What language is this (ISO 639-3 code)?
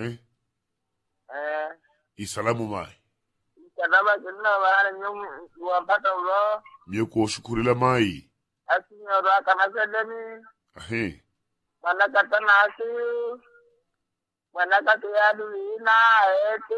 swa